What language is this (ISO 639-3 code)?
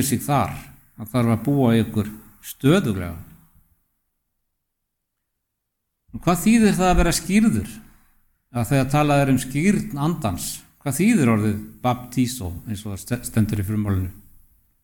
isl